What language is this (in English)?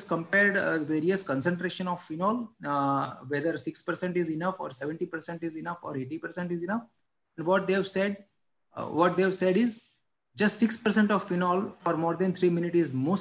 English